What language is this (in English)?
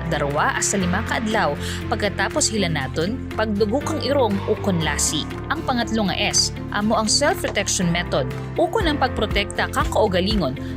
Kinaray-a